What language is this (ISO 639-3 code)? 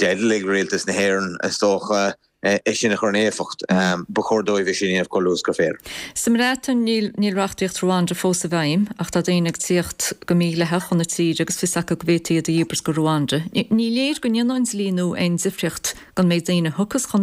gle